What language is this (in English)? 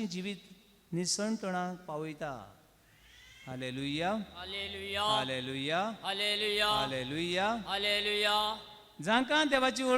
Konkani